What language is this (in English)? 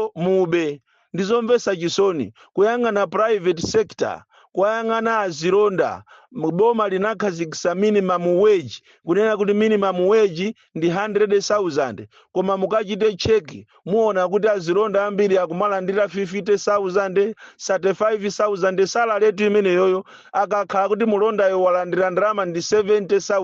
Nyanja